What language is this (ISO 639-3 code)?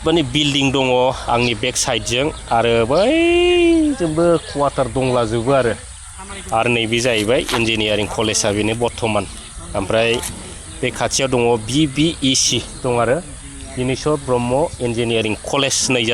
brx